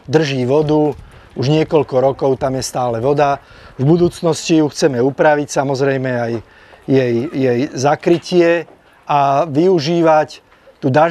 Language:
Slovak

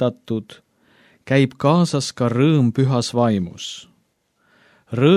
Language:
Estonian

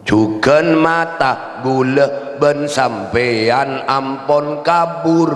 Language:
Madurese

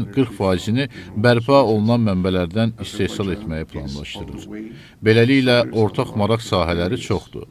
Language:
Azerbaijani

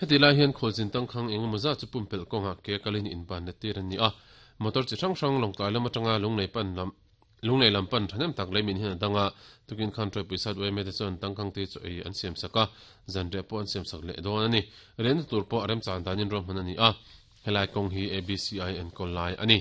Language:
Mizo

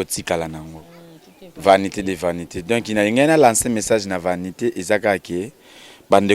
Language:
Lingala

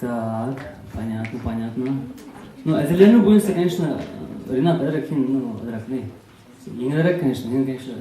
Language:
Bashkir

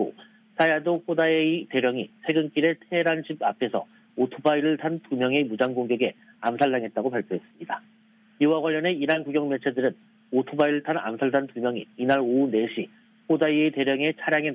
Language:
Korean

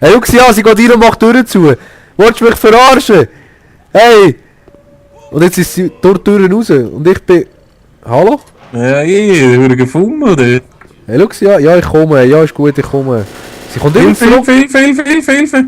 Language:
Swiss German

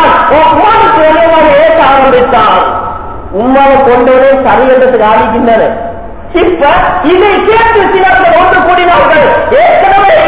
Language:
Tamil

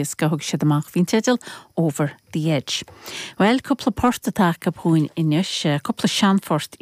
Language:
Irish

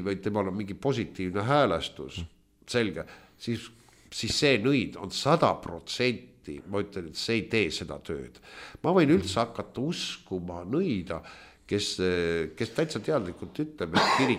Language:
Estonian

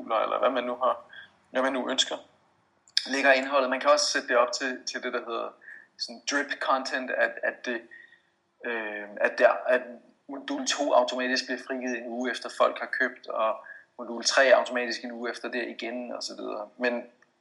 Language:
Danish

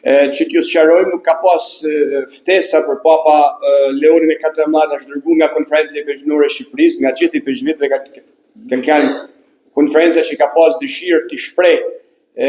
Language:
Albanian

